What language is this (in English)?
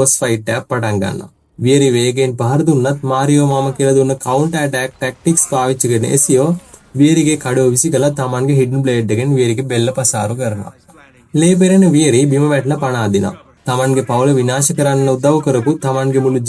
Sinhala